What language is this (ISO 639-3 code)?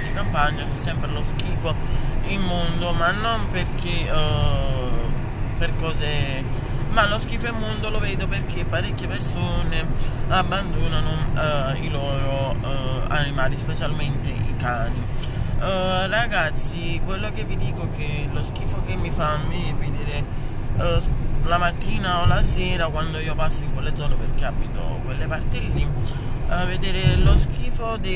ita